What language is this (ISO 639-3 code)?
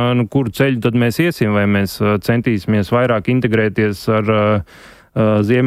lav